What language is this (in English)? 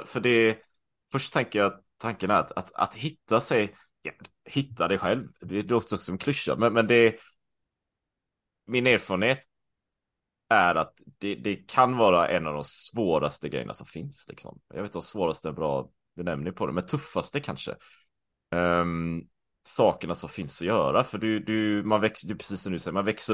Swedish